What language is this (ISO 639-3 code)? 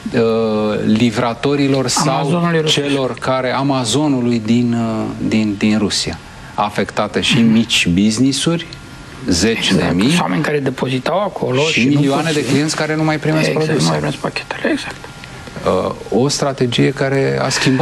ron